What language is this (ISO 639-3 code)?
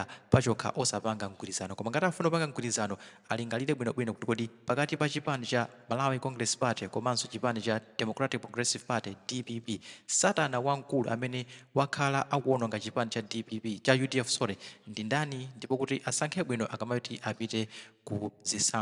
nya